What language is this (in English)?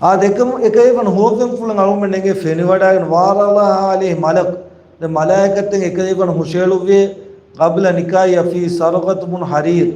Divehi